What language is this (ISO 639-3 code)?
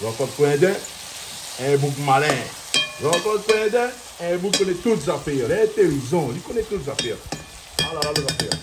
rcf